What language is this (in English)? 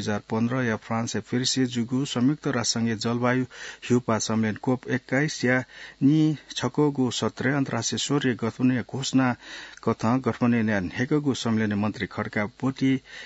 Newari